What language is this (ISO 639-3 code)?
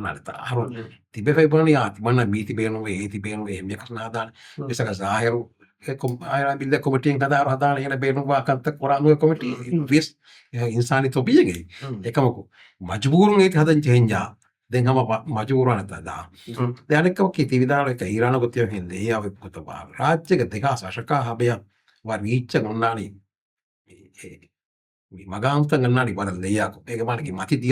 div